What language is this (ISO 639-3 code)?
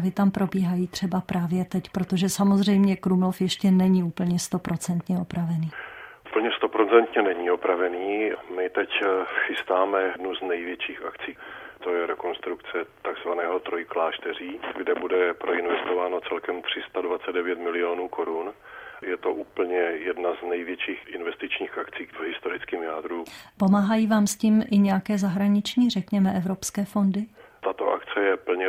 ces